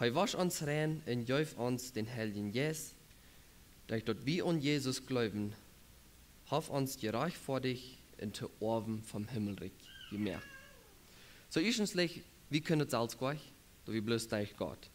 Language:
Plautdietsch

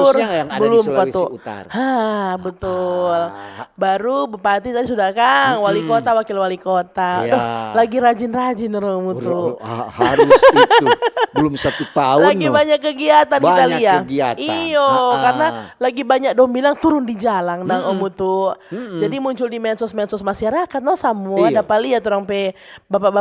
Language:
Manado Malay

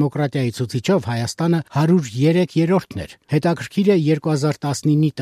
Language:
Armenian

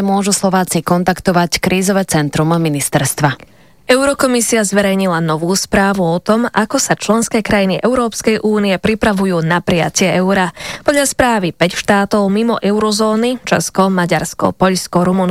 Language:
Slovak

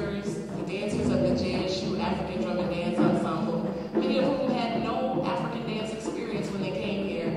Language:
English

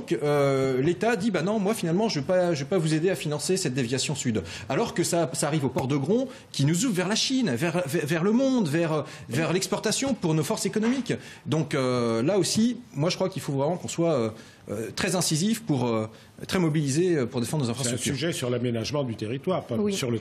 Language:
French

